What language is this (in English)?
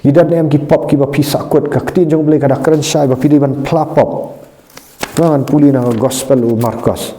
Khasi